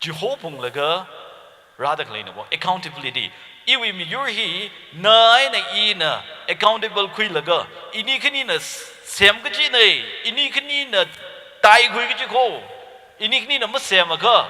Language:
Tangkhul Naga (India)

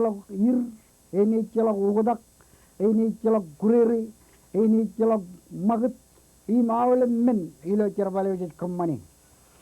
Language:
Marshallese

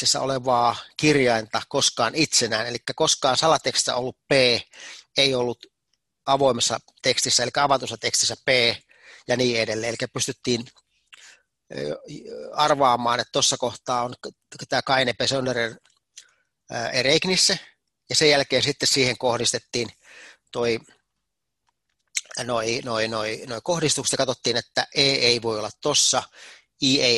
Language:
Finnish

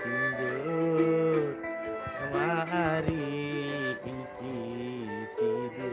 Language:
Sasak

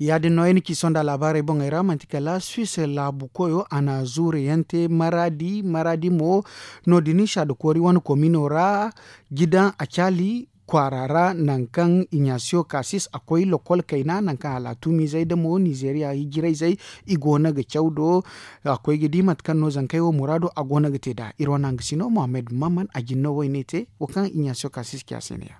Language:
Zarma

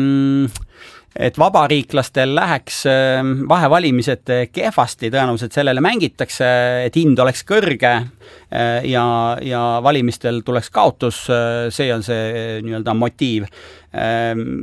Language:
Estonian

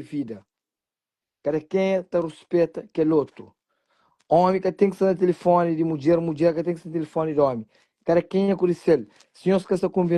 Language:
Kabuverdianu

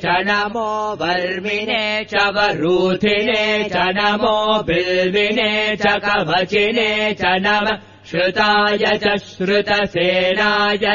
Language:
Sanskrit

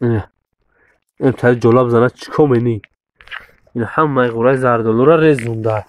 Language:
Tajik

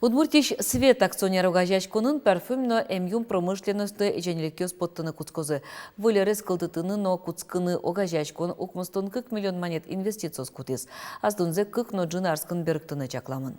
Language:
Udmurt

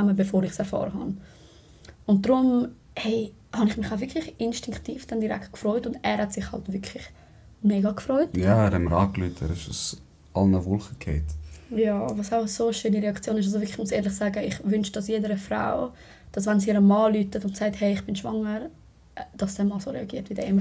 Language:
Swiss German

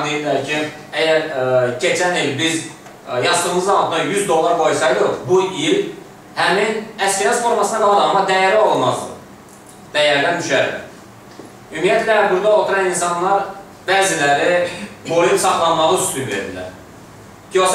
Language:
Azerbaijani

